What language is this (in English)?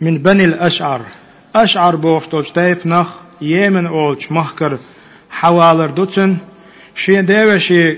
Chechen